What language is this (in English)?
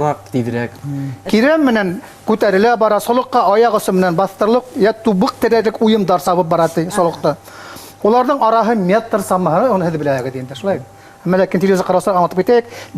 Bashkir